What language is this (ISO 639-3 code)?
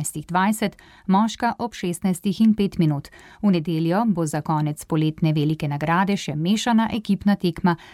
slv